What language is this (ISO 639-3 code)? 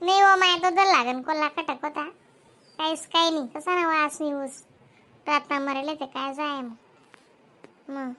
khn